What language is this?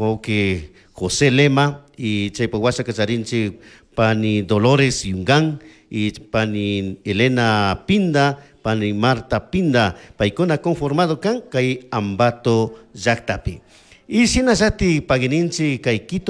Chimborazo Highland Quichua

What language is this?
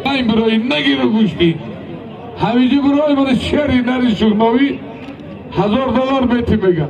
Tajik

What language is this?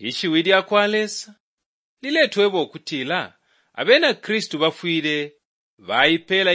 Bemba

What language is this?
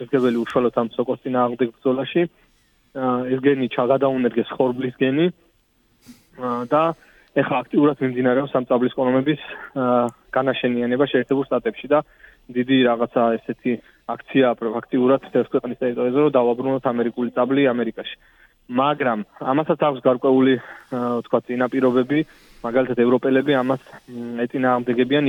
Georgian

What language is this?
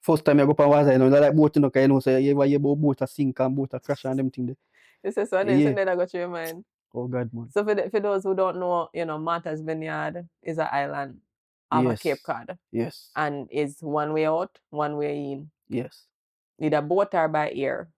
Jamaican Creole English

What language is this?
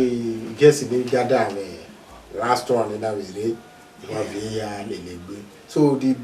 Bini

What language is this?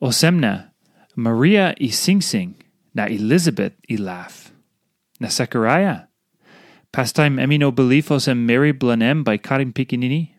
Tok Pisin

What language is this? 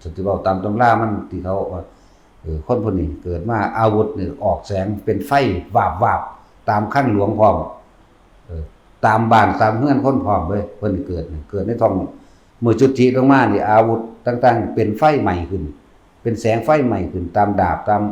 Northeastern Thai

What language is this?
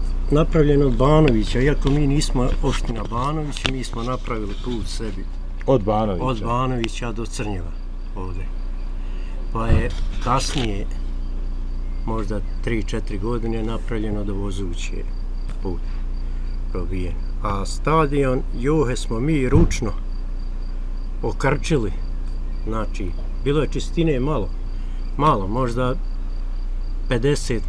Bosnian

